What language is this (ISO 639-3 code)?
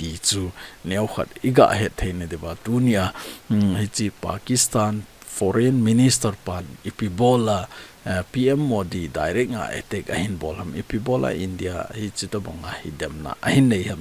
tcz